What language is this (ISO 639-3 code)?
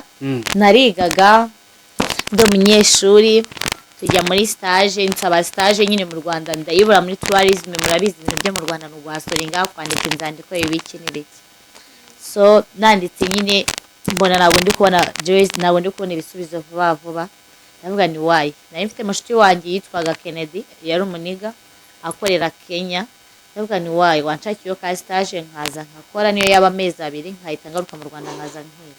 kin